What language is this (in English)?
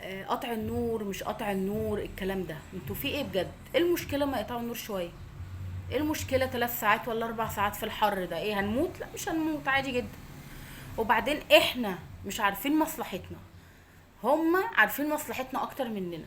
Egyptian Arabic